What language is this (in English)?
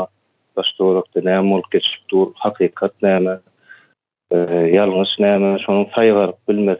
Turkmen